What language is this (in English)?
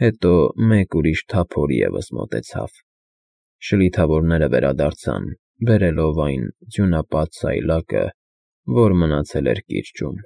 Armenian